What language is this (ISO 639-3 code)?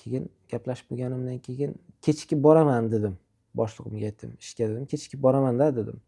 uzb